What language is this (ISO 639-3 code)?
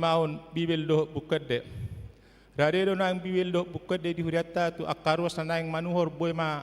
bbc